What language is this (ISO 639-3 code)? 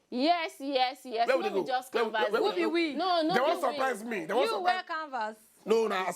pcm